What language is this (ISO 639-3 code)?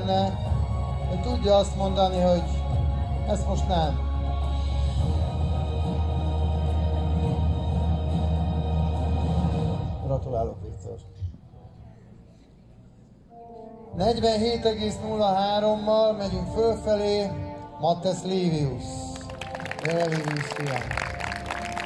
hun